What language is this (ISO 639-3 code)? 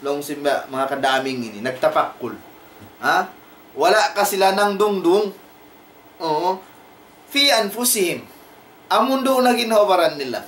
tsg